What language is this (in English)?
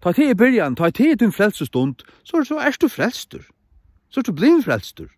Faroese